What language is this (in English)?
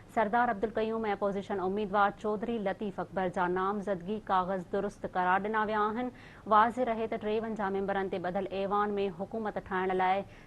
Sindhi